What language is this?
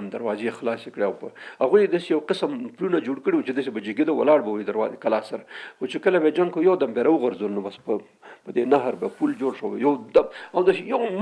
Pashto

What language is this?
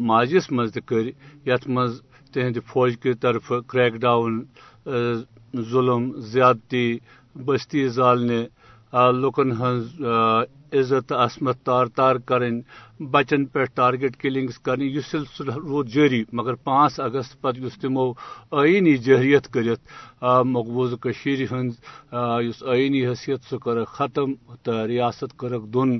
Kashmiri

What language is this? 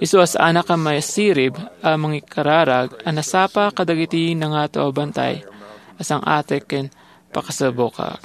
Iloko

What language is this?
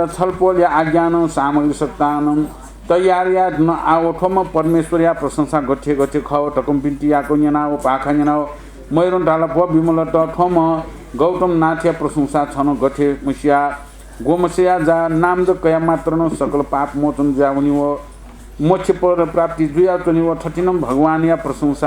Newari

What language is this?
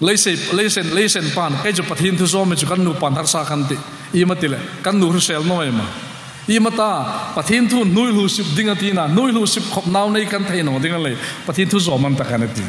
Hmar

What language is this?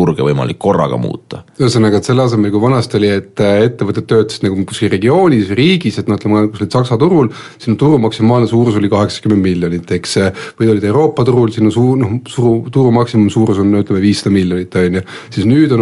Estonian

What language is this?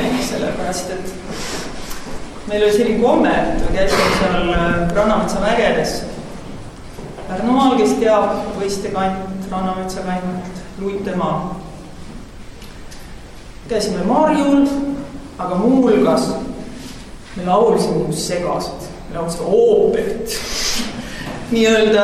Estonian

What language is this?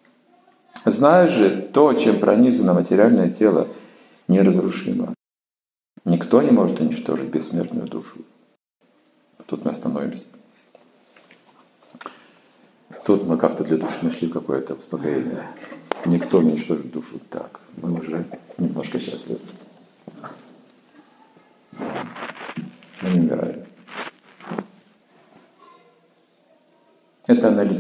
Russian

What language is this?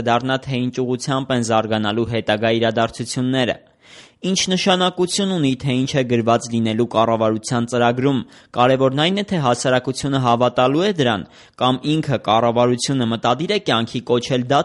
Armenian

